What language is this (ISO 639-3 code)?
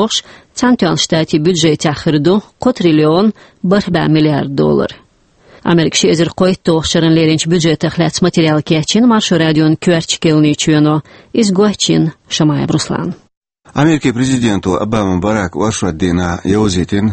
che